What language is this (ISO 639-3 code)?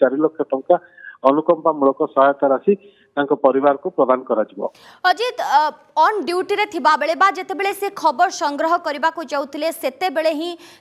ori